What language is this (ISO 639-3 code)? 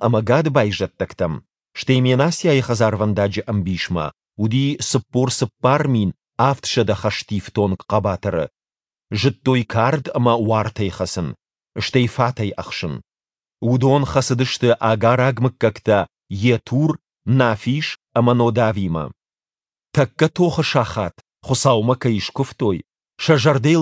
oss